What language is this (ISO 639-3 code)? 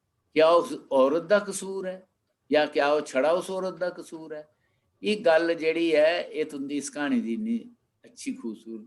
doi